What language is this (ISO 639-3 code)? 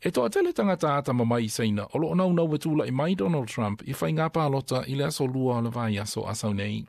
smo